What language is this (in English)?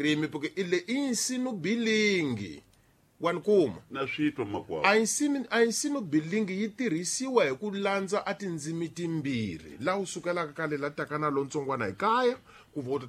Tsonga